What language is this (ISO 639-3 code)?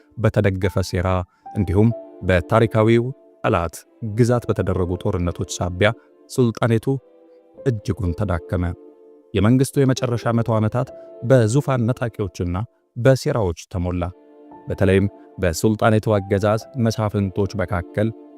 amh